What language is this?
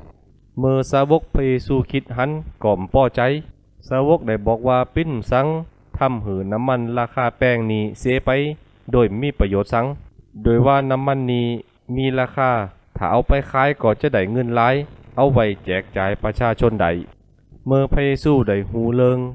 Lü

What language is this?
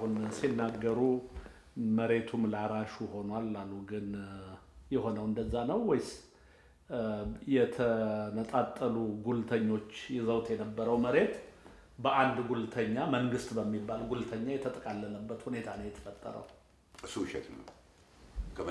Amharic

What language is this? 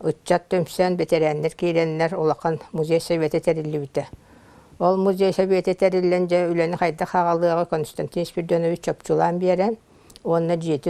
Yakut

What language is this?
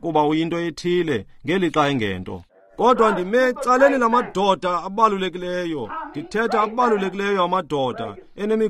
Xhosa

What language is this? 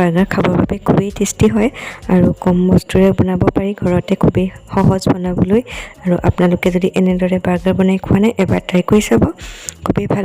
Assamese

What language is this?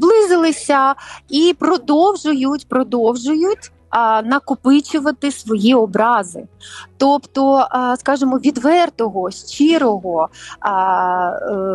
Ukrainian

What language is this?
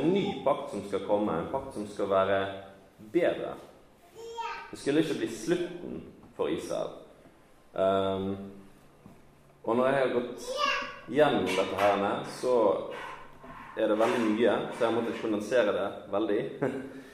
Norwegian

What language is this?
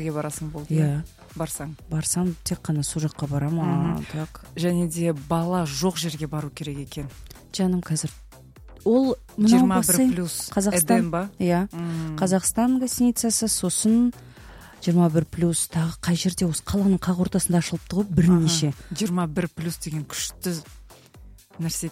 Kazakh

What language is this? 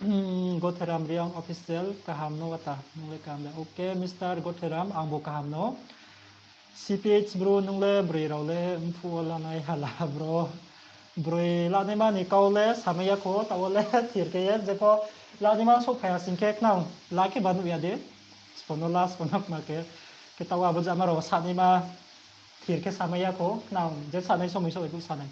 Riang (India)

